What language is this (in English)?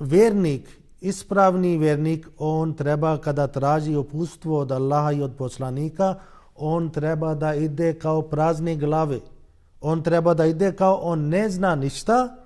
Bosnian